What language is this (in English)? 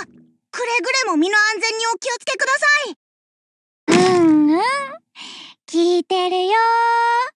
Japanese